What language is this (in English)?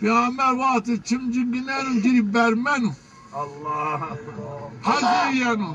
Zaza